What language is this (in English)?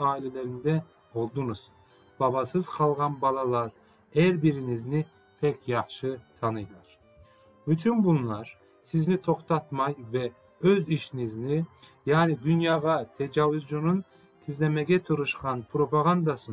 Crimean Tatar